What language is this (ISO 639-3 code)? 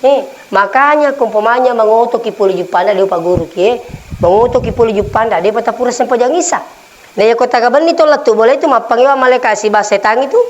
bug